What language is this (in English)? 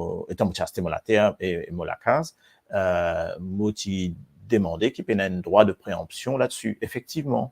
Morisyen